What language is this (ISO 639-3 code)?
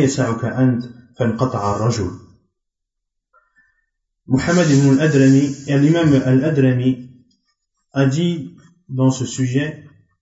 fra